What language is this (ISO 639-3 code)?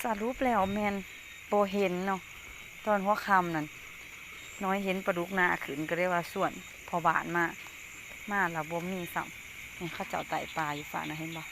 lao